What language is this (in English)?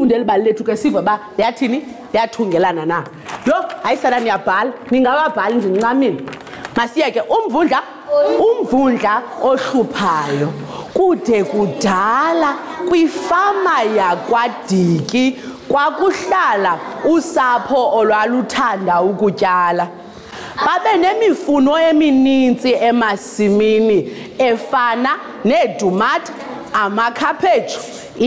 Xhosa